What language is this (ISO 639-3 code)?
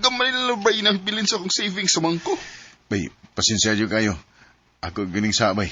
ceb